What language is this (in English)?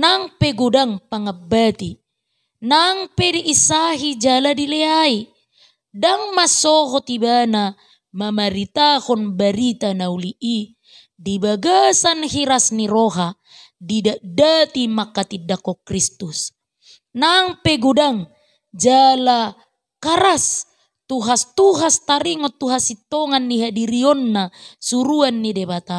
Batak Toba